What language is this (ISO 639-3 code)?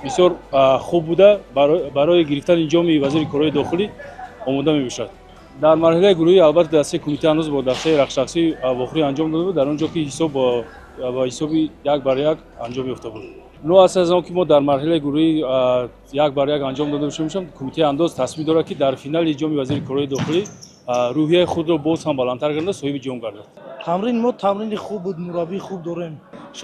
tgk